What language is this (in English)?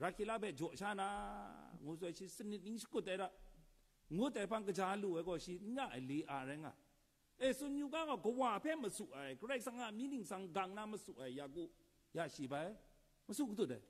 Kachin